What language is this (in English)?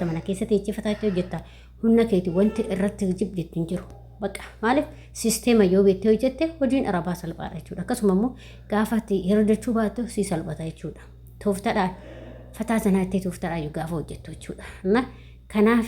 Oromo